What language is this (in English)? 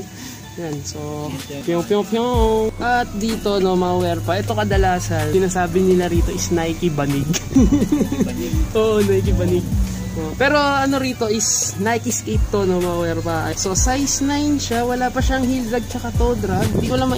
Filipino